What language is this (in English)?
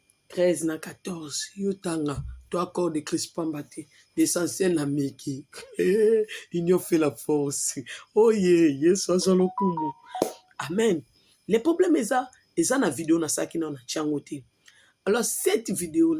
Lingala